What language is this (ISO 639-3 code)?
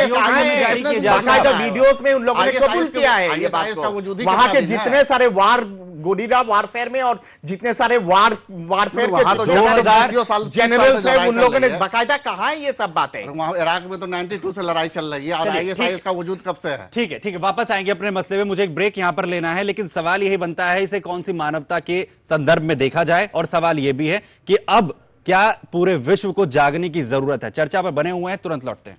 hin